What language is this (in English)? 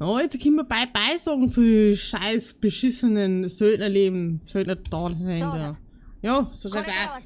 Bavarian